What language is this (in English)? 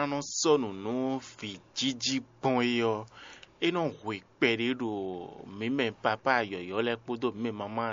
Fon